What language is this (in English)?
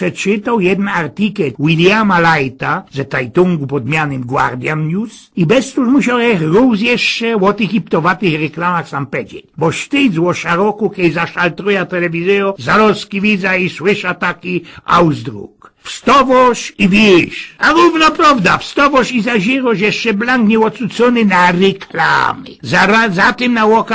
Silesian